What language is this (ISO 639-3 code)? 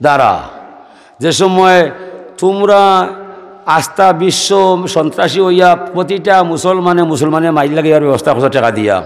syl